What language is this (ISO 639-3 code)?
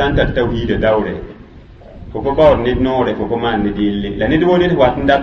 mos